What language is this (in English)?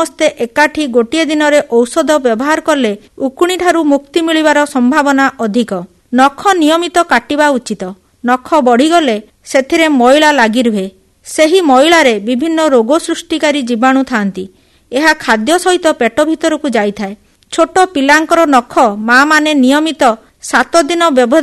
Odia